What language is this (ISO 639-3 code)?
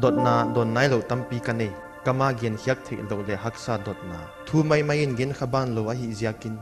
pck